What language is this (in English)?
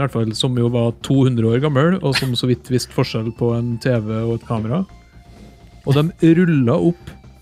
Norwegian